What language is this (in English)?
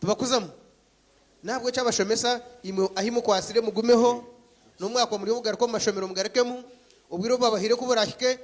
Nyankole